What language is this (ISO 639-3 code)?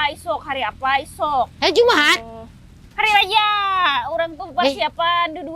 bjn